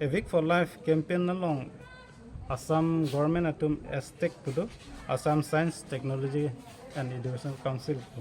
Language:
Karbi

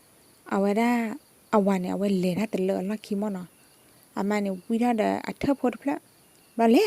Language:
S'gaw Karen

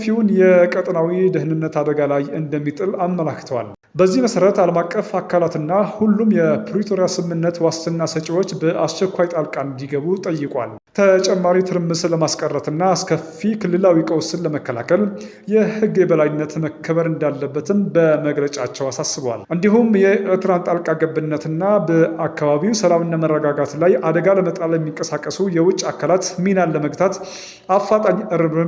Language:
Amharic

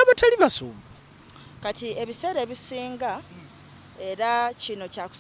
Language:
Ganda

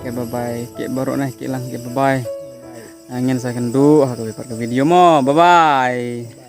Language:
Khasi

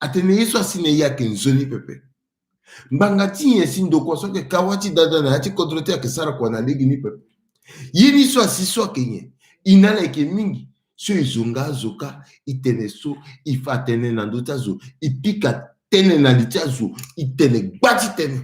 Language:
Sango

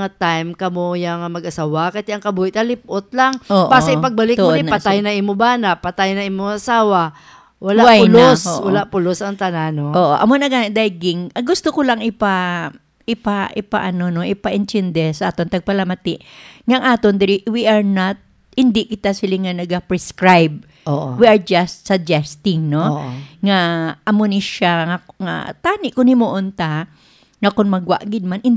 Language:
Hiligaynon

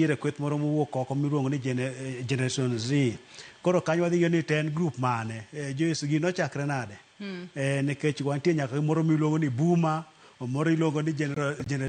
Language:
Luo (Kenya and Tanzania)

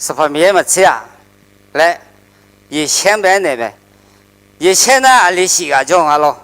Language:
Akha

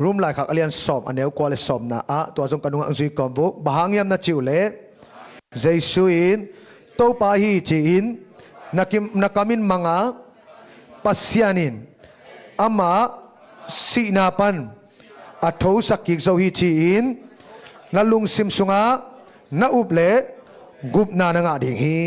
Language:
Tedim Chin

